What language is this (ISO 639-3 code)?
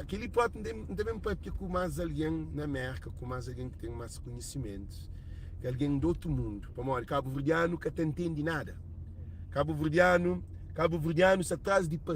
kea